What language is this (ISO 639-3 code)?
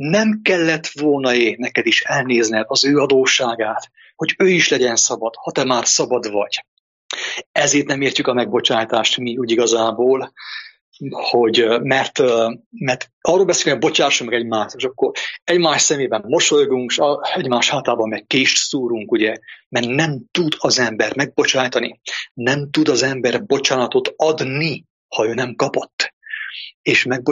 hun